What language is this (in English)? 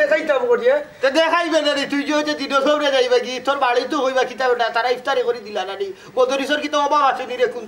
Sylheti